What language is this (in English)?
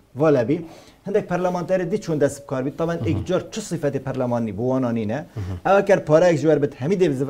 Kurdish